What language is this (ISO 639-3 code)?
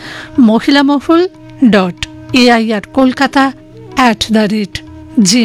ben